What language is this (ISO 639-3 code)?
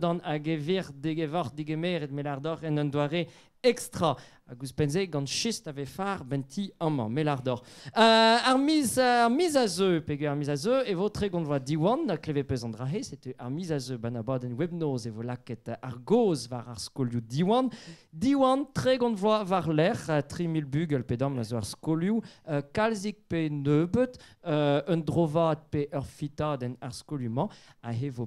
bre